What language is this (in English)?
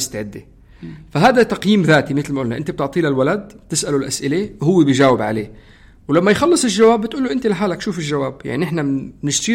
North Levantine Arabic